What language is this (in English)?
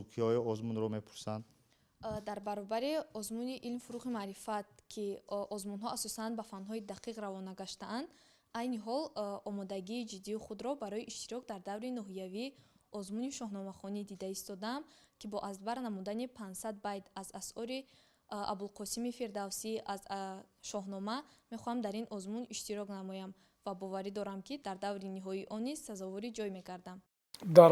Tajik